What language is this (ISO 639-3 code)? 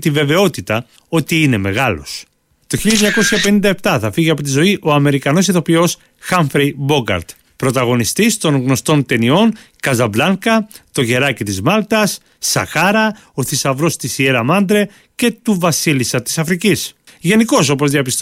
ell